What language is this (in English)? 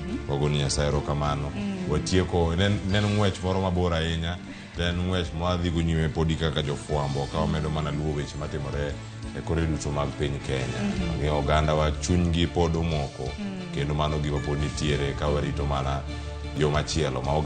Luo (Kenya and Tanzania)